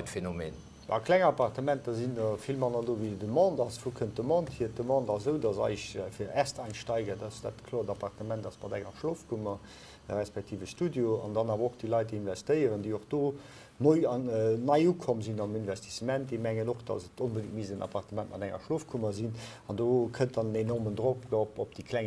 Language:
Luxembourgish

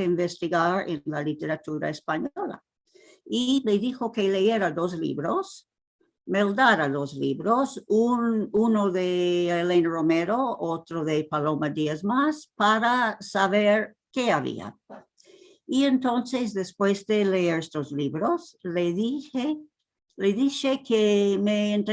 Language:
Ladino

